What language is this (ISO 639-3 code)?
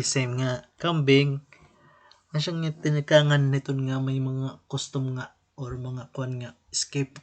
war